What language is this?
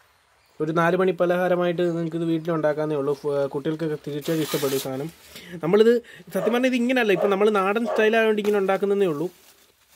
Malayalam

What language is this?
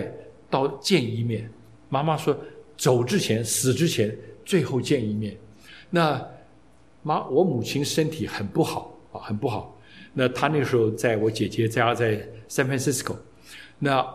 Chinese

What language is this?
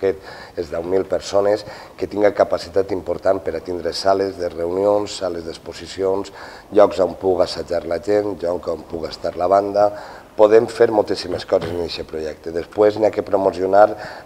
Catalan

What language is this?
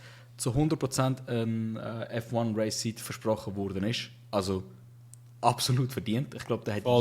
Swiss German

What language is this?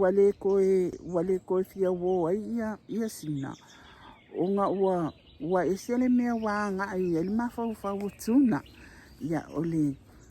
Samoan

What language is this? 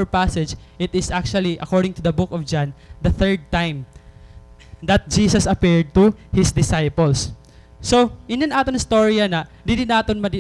Waray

